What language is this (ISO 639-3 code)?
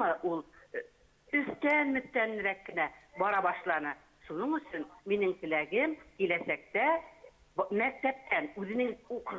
bak